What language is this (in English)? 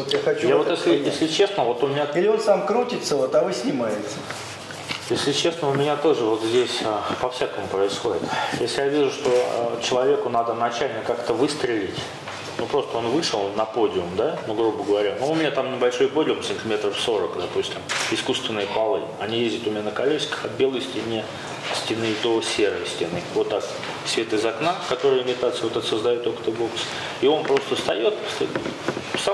Russian